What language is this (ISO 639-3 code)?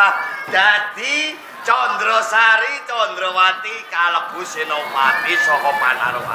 jav